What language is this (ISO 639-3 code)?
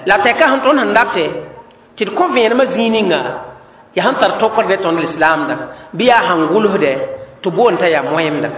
mos